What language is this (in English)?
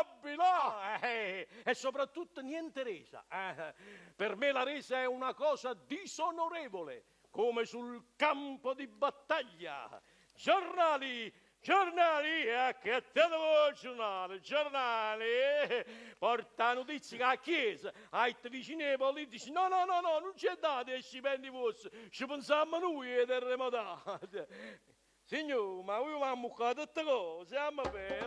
Neapolitan